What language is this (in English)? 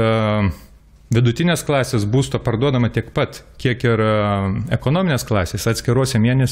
Lithuanian